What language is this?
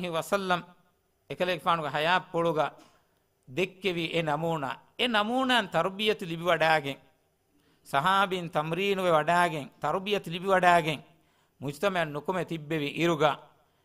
Divehi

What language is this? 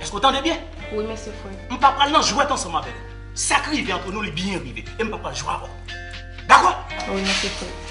Haitian Creole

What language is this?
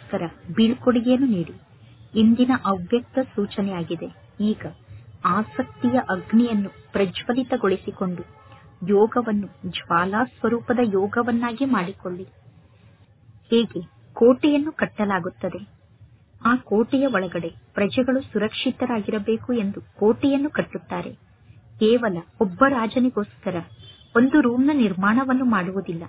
Kannada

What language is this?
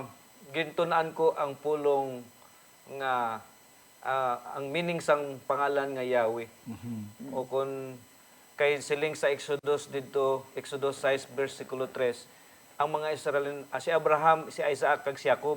Hiligaynon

